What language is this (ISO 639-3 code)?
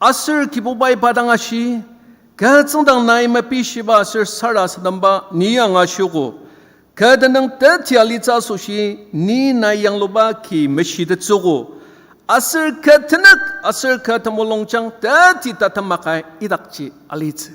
njo